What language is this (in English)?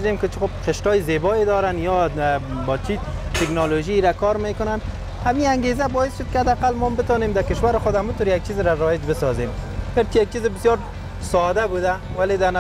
Persian